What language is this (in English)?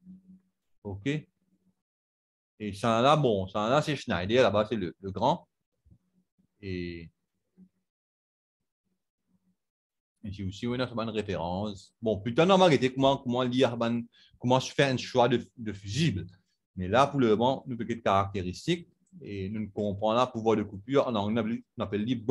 French